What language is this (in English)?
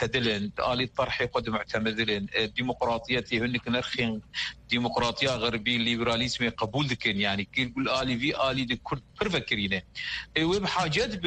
Kurdish